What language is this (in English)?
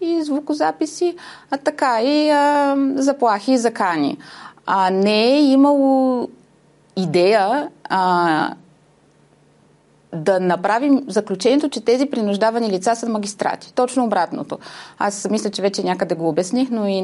Bulgarian